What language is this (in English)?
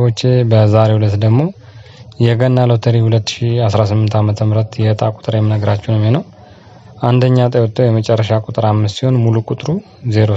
Amharic